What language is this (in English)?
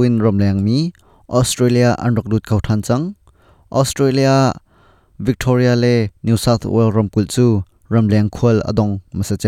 Hakha Chin